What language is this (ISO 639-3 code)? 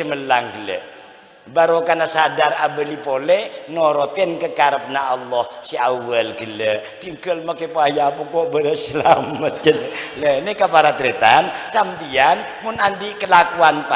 mad